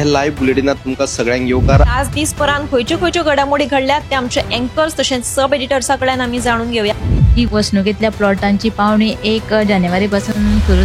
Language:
Konkani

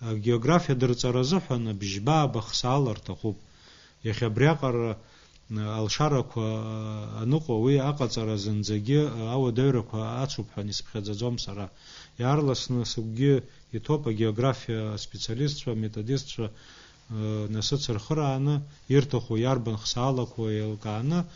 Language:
Abkhazian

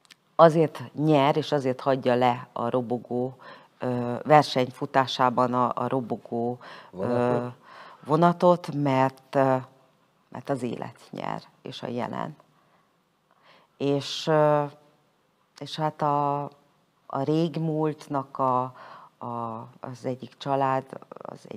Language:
Hungarian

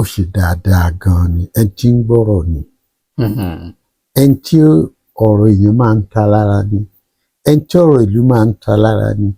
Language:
Yoruba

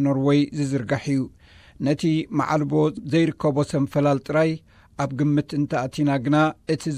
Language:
Tigrinya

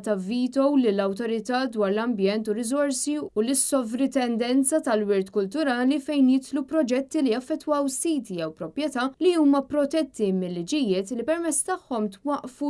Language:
Maltese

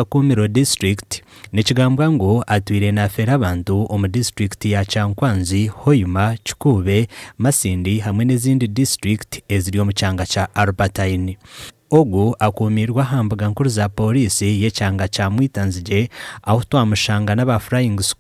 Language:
Nyankole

